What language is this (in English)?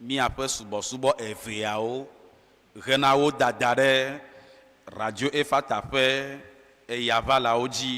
Ewe